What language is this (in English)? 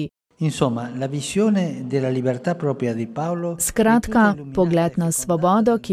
Slovenian